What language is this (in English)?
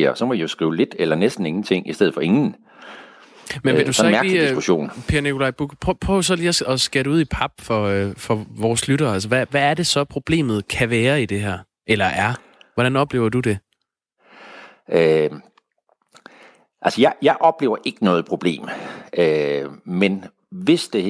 Danish